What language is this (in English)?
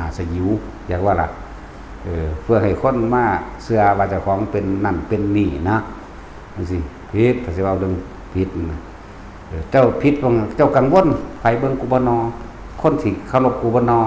Northeastern Thai